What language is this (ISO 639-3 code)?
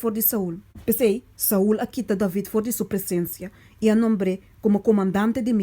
pap